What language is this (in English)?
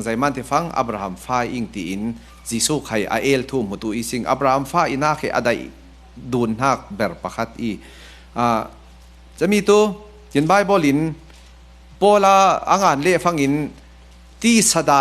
Falam Chin